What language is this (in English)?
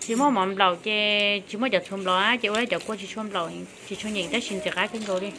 Hmong